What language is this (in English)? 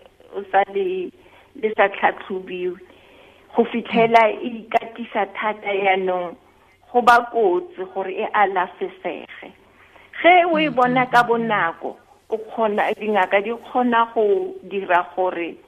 Tswana